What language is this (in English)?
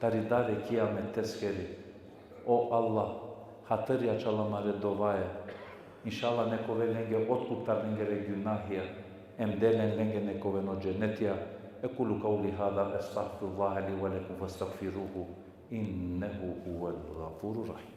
Balkan Romani